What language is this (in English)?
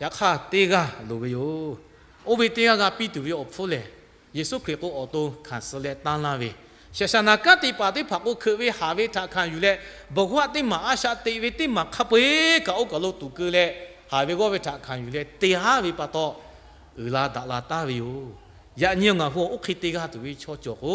Lahu